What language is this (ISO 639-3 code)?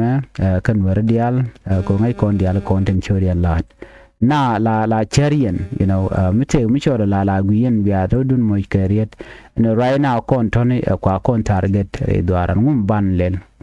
nus